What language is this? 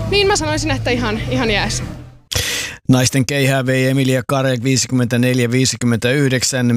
Finnish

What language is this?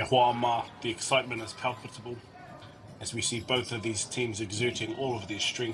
Māori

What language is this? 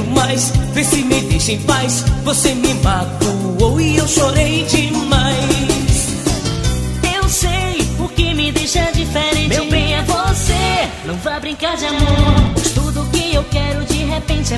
Portuguese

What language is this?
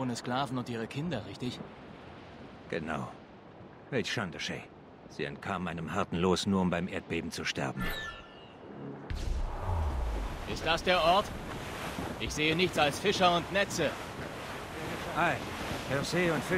German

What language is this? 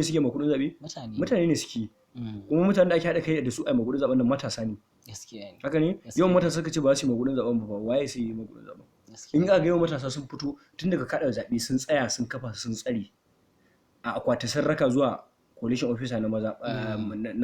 Hausa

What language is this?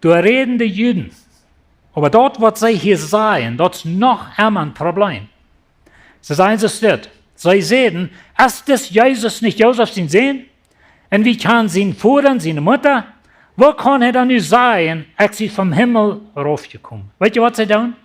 Plautdietsch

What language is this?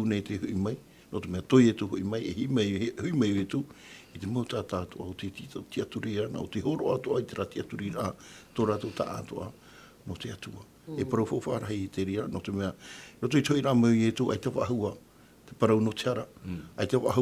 Tahitian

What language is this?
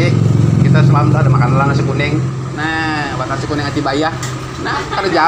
Banjar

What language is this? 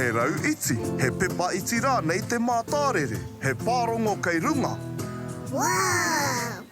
Māori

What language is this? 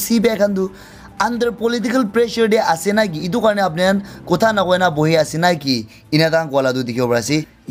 Naga Pidgin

